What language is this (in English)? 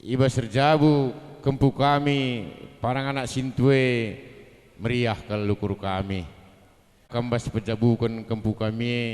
Batak Karo